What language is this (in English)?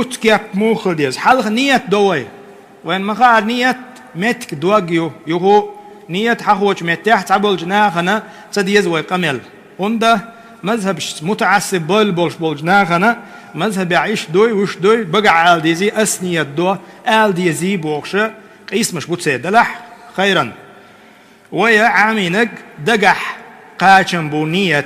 Chechen